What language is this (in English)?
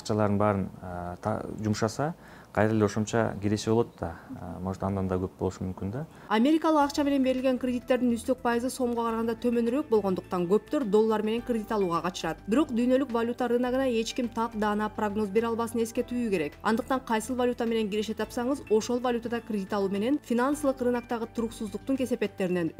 Kyrgyz